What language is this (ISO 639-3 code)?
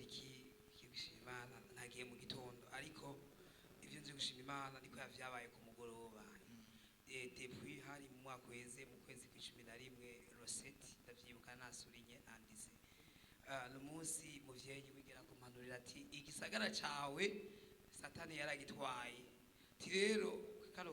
run